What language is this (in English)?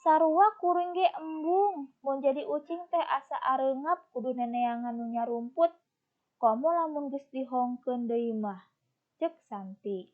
Sundanese